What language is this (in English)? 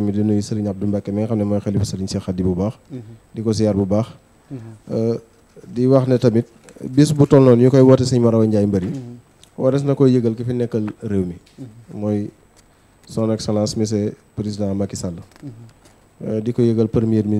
Wolof